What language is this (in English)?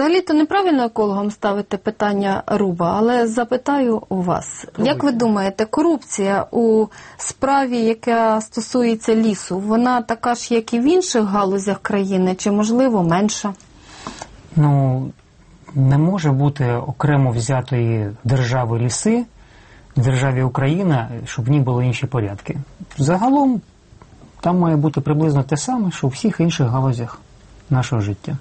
Ukrainian